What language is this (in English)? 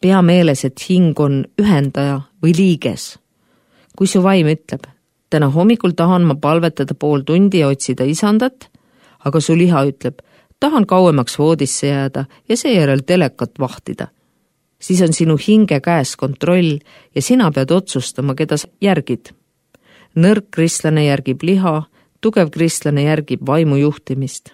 Estonian